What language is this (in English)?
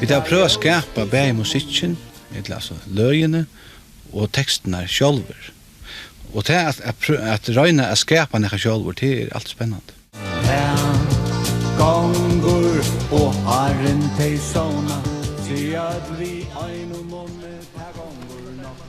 Faroese